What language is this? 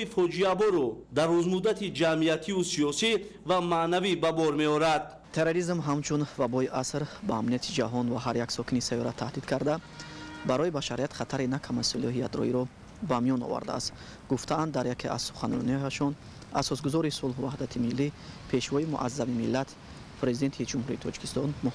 Tajik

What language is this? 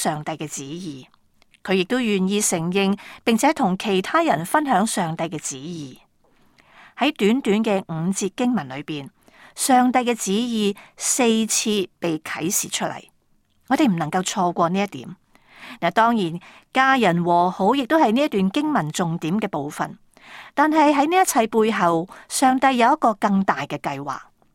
Cantonese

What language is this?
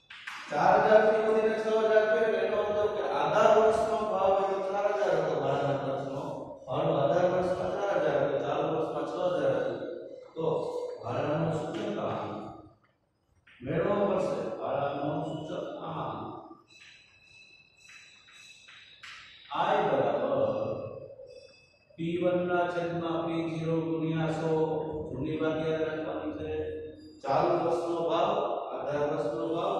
Gujarati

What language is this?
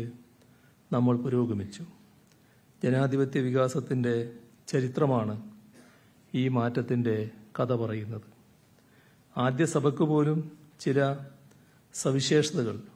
Malayalam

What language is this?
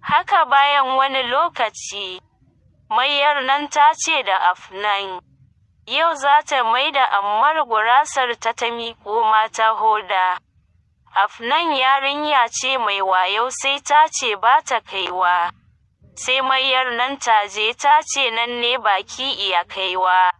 Hausa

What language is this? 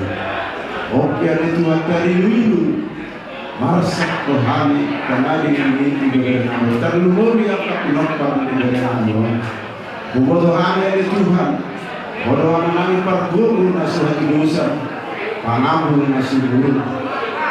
Batak Toba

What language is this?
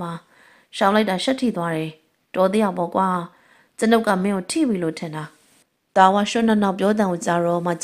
Burmese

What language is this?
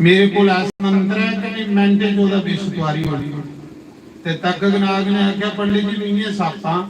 Dogri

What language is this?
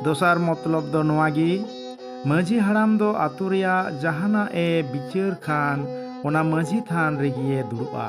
Santali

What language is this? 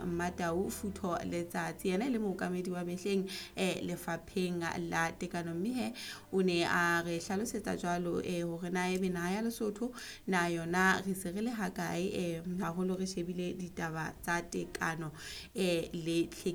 Southern Sotho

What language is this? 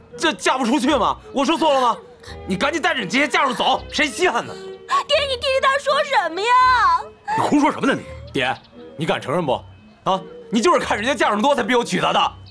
Chinese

